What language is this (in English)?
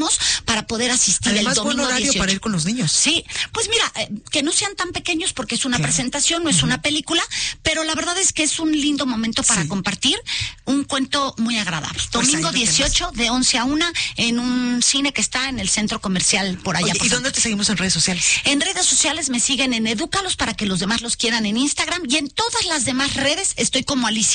Spanish